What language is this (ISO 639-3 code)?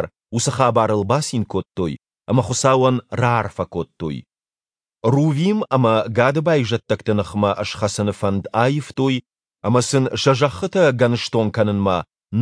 oss